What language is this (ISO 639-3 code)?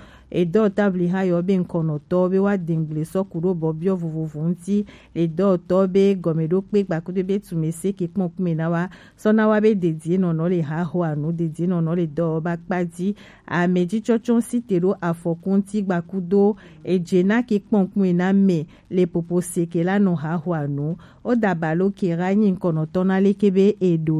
gej